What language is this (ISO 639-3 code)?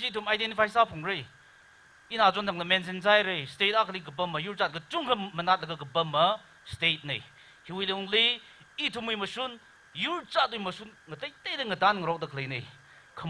nmf